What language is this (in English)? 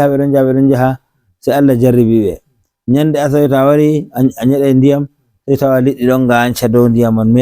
Nigerian Fulfulde